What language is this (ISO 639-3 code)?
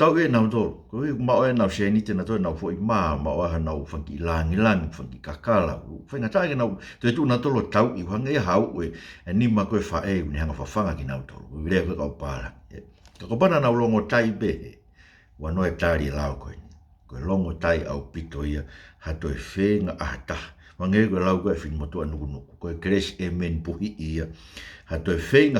ton